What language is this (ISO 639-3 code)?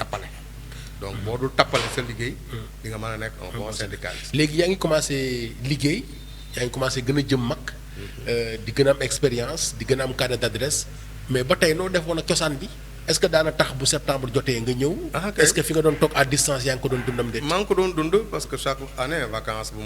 wol